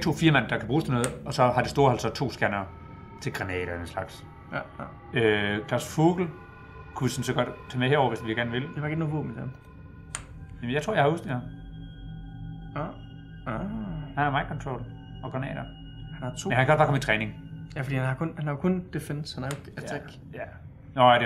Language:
Danish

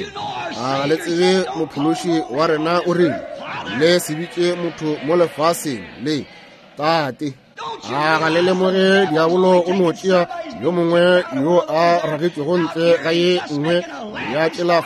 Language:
Northern Sotho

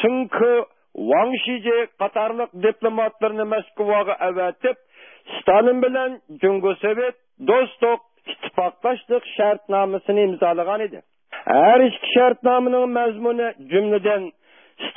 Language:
Uyghur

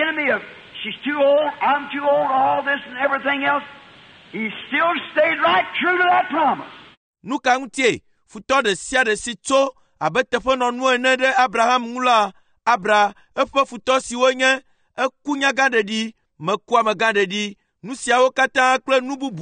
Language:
Ewe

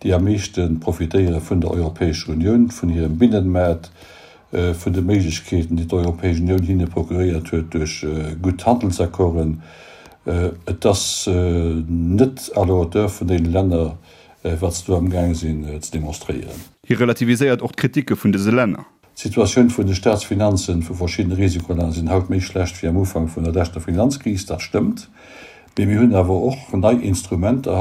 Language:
Luxembourgish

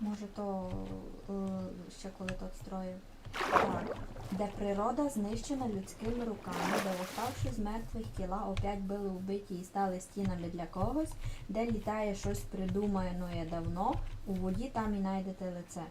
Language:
Rusyn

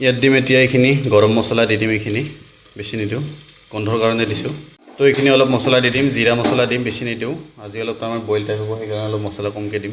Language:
Assamese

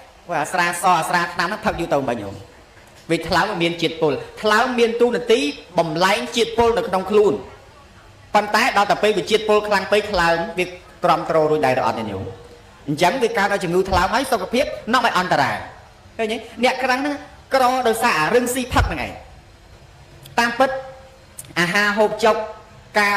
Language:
Khmer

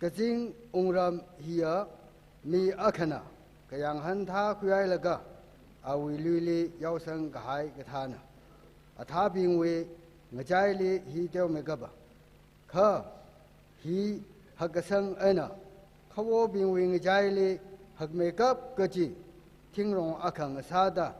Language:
Tangkhul Naga (India)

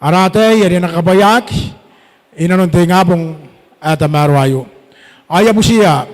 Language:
Gilbertese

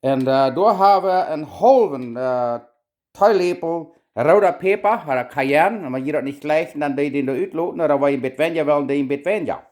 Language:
Plautdietsch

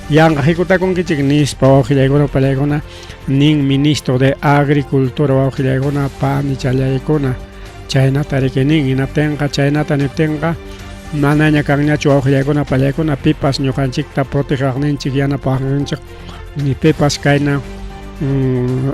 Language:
Ayacucho Quechua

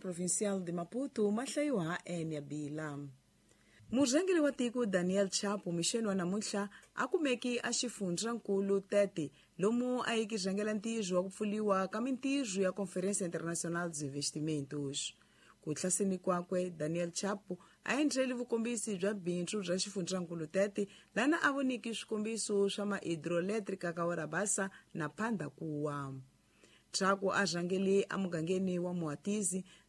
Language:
Tsonga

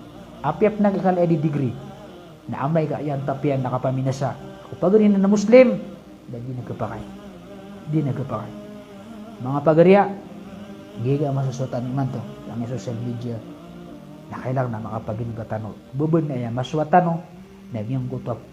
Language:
Maranao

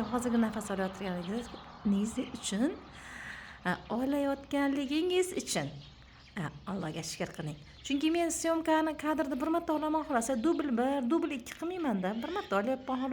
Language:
Uzbek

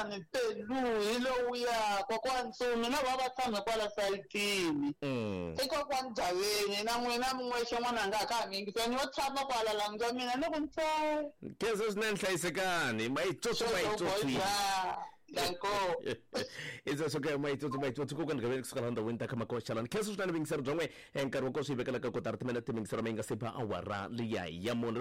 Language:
Tsonga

